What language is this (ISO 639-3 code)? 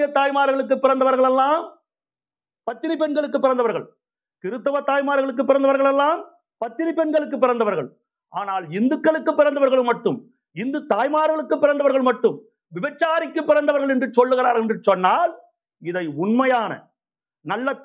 tam